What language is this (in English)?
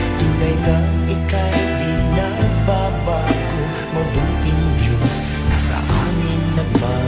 Pampanga